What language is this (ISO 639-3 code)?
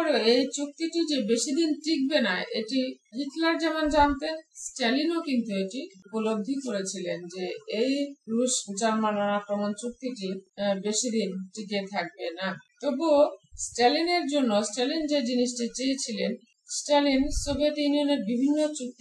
ben